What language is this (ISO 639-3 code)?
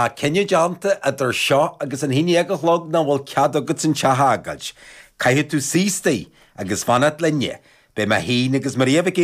gle